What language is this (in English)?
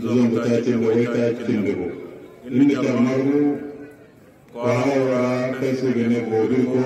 Hausa